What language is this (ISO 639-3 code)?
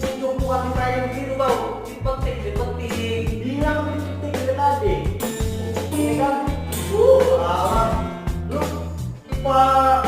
bew